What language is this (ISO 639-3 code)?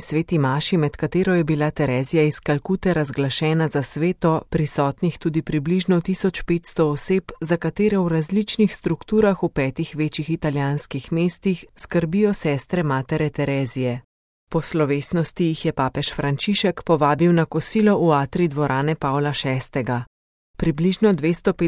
slv